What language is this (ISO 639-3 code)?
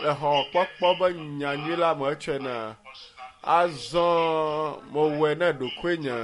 ewe